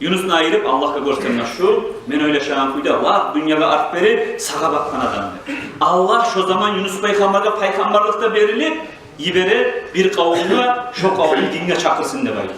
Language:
Kumyk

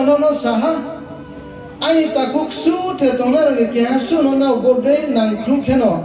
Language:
Riang (India)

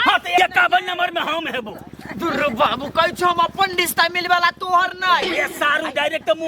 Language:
Maithili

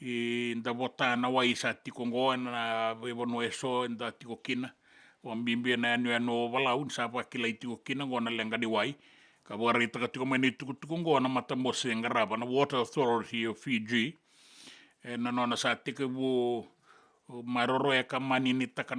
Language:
Fijian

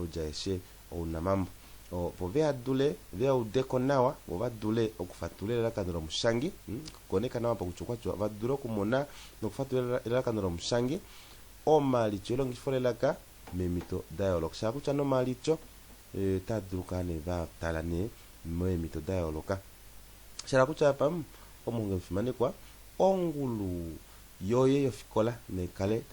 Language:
Kuanyama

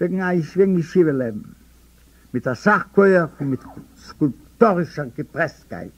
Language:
Yiddish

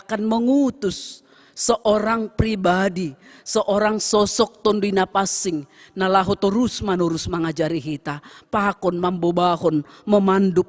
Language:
Batak Simalungun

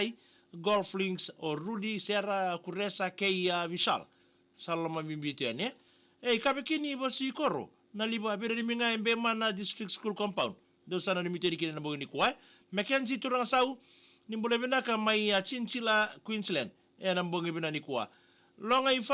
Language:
Fijian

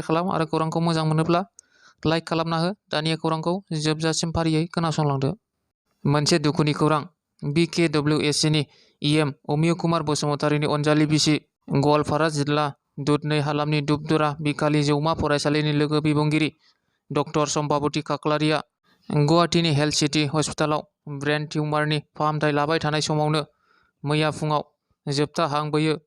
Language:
Bodo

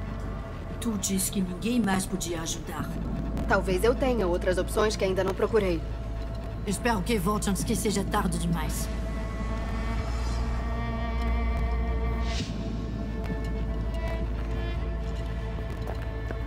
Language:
Portuguese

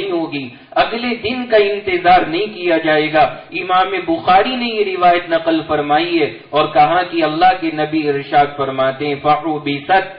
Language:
Urdu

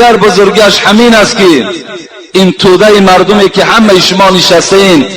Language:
Tajik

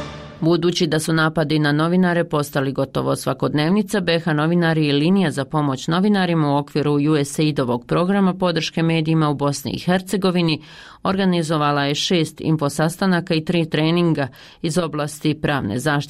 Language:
Bosnian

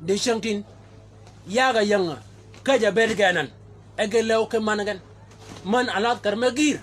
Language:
Shilluk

